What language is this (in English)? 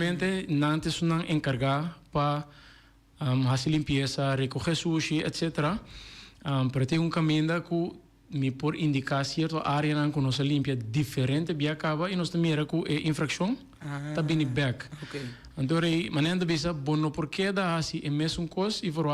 Papiamento